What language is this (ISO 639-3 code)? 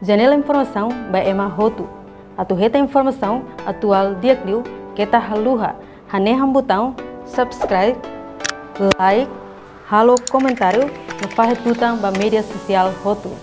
tet